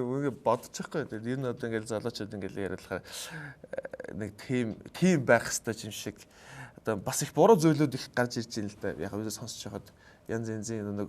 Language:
Mongolian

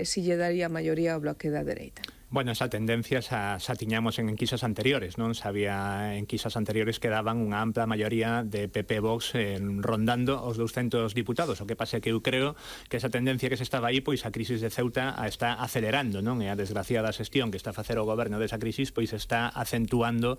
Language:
Galician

